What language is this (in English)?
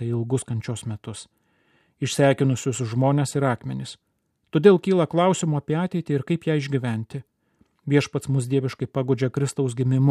Lithuanian